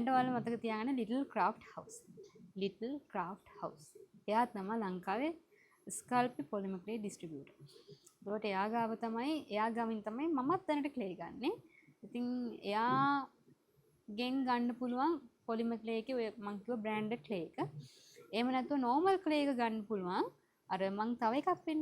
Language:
Sinhala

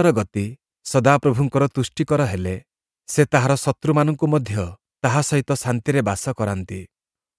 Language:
Odia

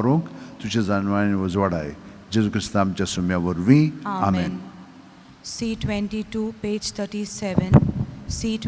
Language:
Konkani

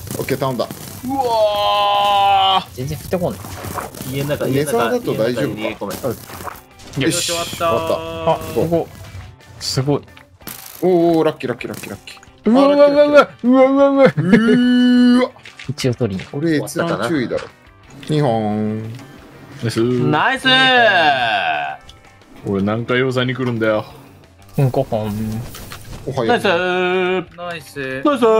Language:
Japanese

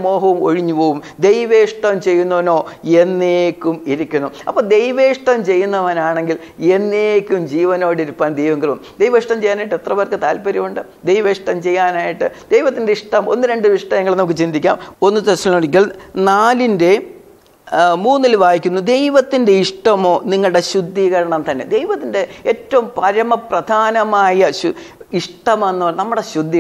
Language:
Malayalam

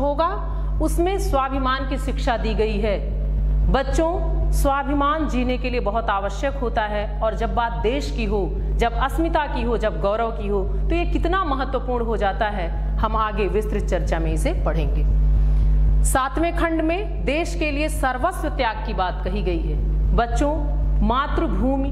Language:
Hindi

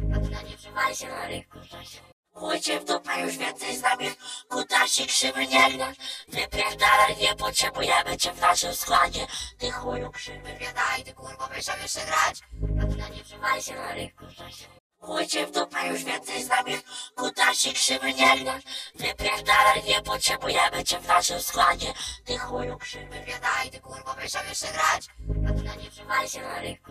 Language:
Polish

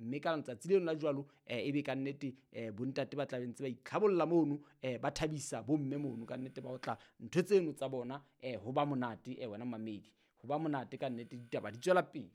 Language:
Southern Sotho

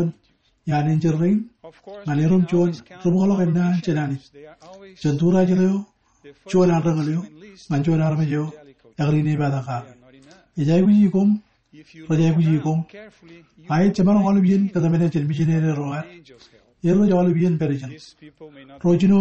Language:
Marshallese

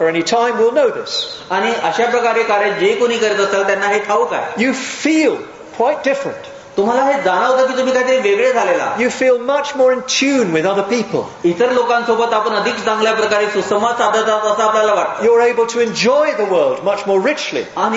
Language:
Marathi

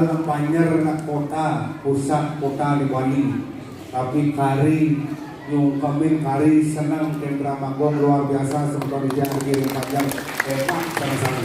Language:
Balinese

